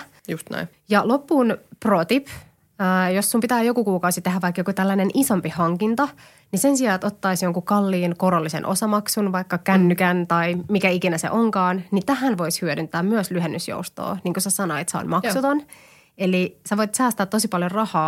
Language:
Finnish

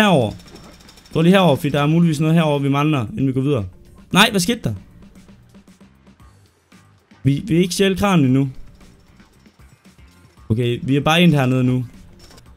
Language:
Danish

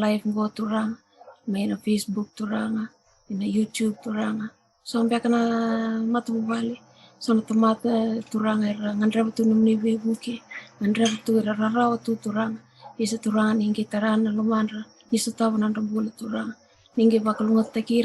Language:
Fijian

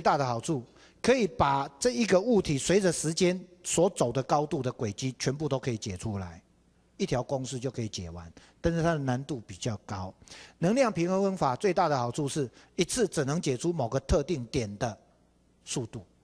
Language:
Chinese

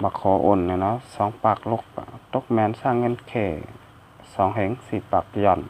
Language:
Shan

